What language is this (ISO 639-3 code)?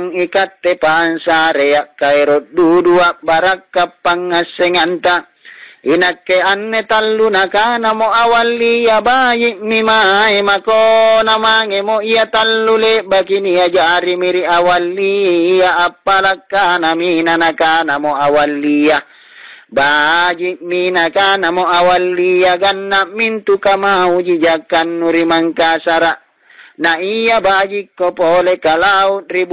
mak